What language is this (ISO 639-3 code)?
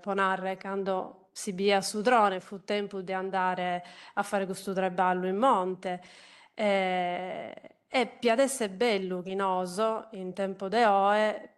srd